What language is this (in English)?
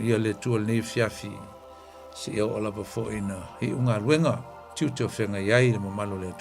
Samoan